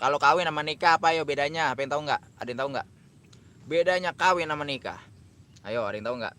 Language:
Betawi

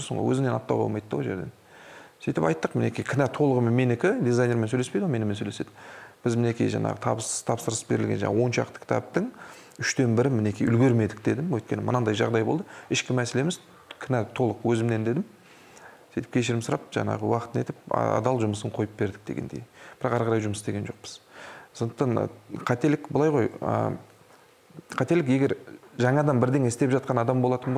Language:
Kazakh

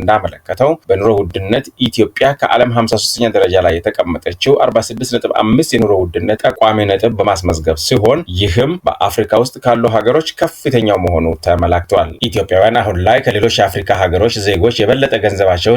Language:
Amharic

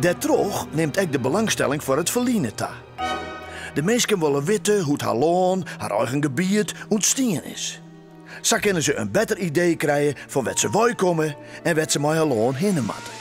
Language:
Western Frisian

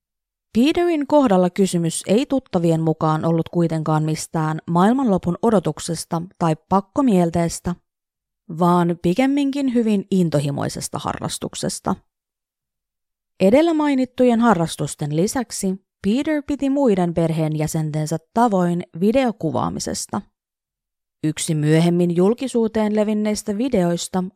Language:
Finnish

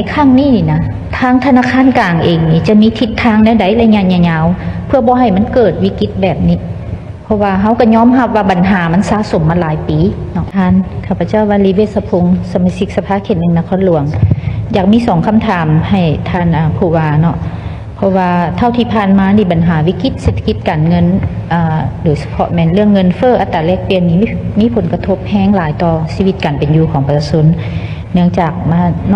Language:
Lao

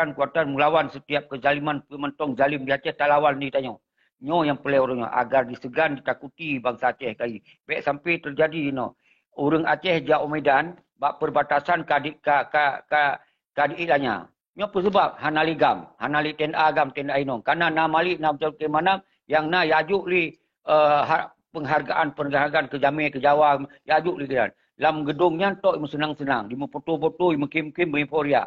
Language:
Achinese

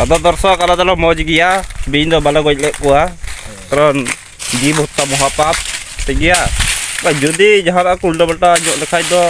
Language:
Santali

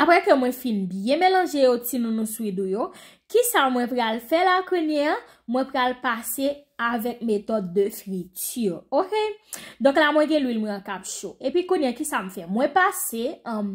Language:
Haitian Creole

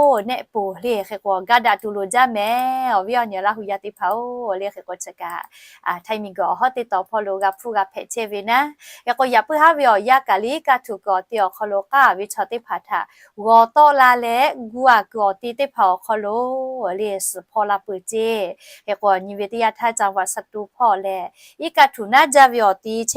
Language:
Lahu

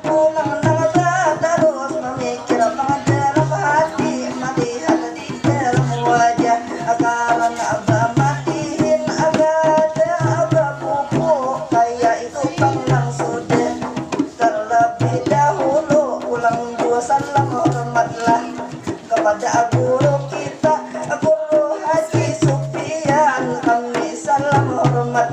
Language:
Banjar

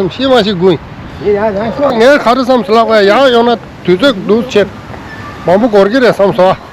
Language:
Tibetan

